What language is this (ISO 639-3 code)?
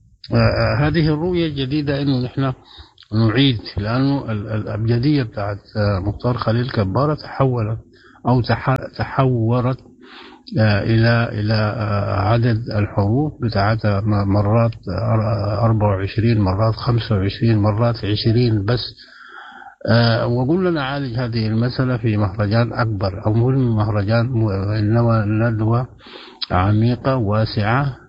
apd